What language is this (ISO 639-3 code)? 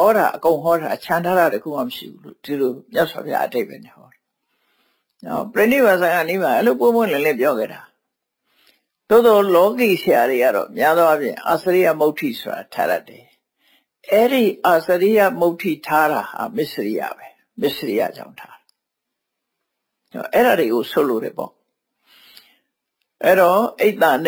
mya